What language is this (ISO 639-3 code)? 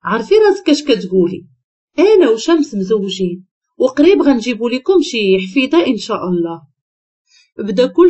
ary